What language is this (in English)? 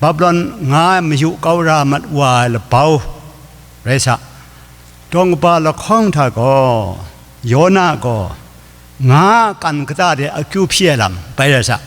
Kachin